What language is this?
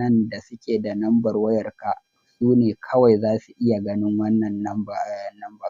Hausa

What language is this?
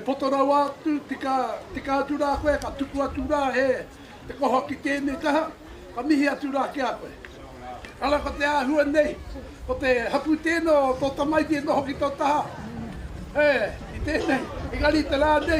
Māori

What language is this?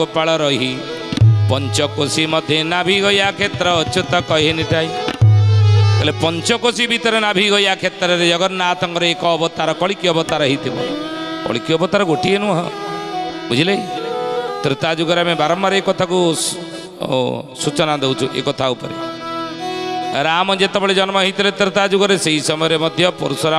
Odia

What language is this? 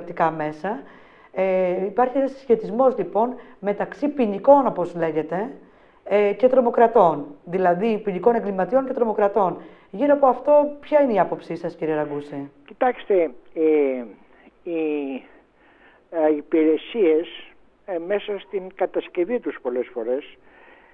Greek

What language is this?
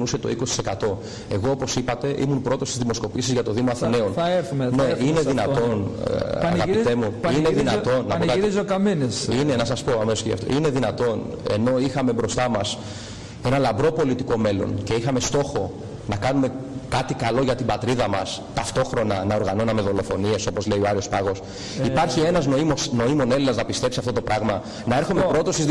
Greek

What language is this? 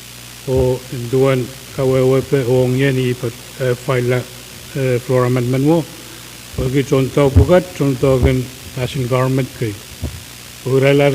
Pohnpeian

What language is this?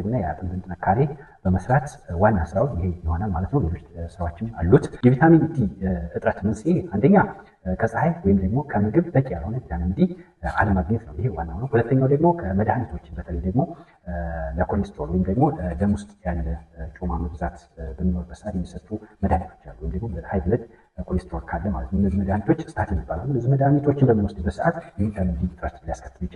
Amharic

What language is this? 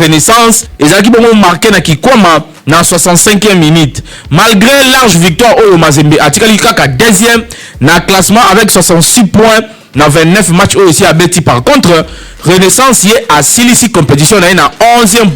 Lingala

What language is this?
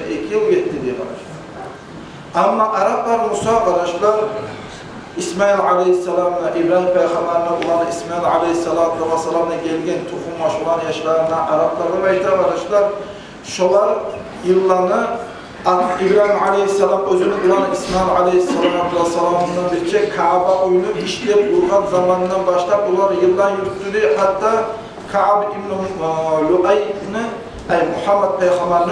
Kumyk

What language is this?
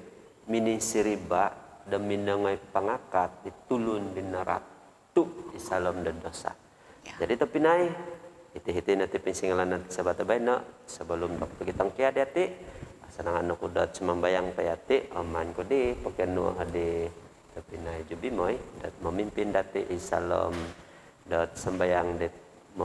Central Dusun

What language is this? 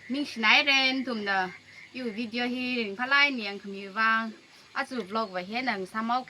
Tangkhul Naga (India)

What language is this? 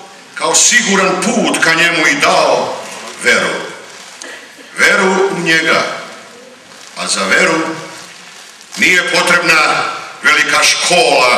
Serbian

